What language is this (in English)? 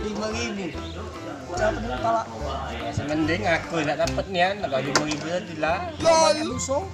Musi